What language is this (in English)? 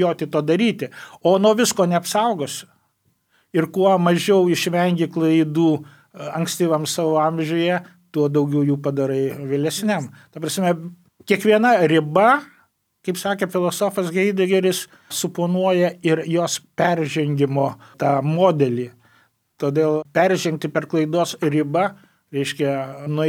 Lithuanian